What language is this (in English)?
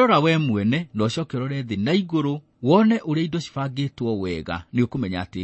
Kikuyu